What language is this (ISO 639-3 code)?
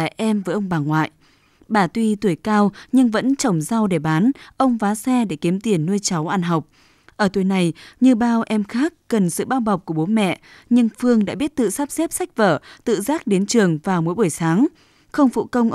vie